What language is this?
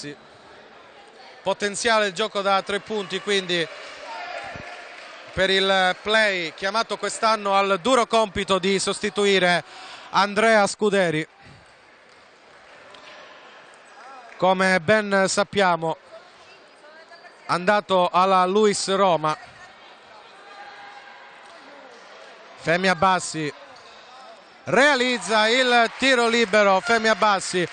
Italian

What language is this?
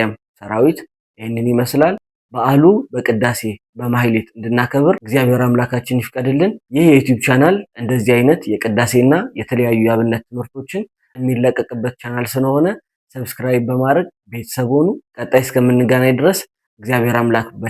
Amharic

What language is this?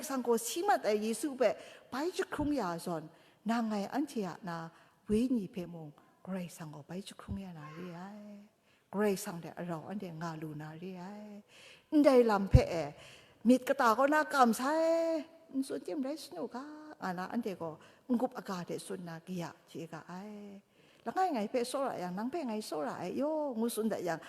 Kachin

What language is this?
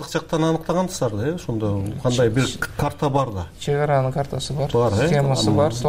Kyrgyz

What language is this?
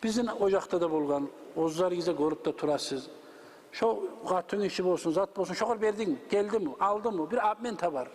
Kumyk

